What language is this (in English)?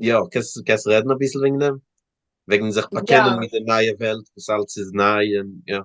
Yiddish